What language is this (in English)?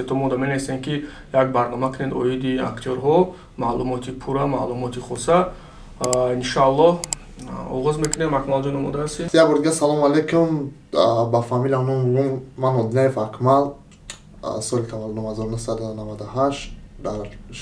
Tajik